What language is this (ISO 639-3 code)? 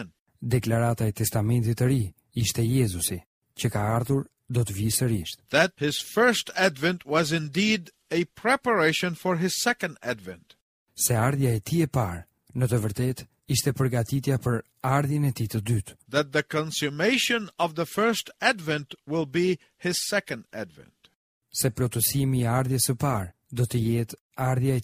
sqi